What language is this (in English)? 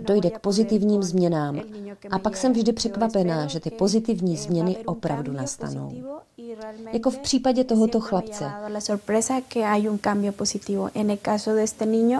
Czech